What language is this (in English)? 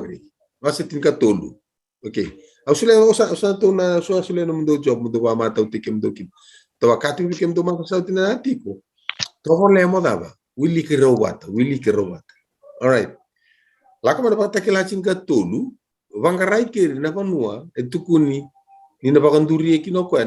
Fijian